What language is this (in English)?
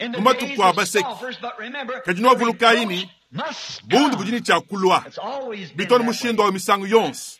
Luba-Lulua